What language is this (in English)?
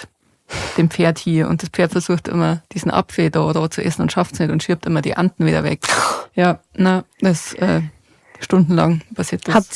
Bavarian